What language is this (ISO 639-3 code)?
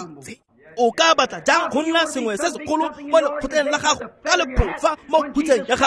tsn